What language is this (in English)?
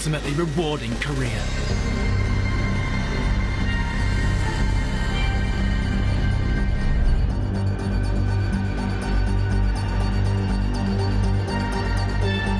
Persian